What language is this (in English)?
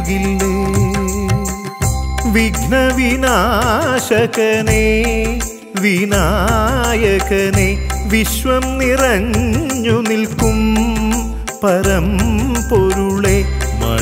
Malayalam